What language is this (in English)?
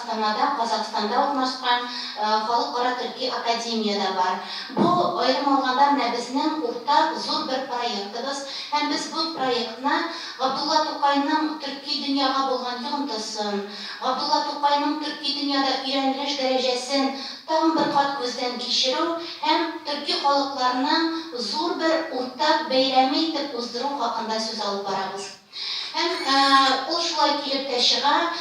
Tatar